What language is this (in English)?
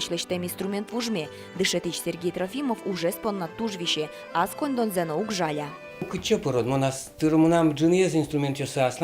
Udmurt